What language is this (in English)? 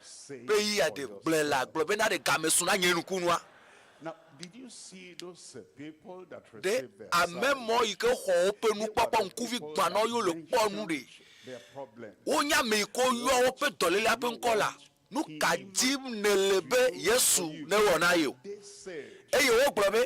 Ewe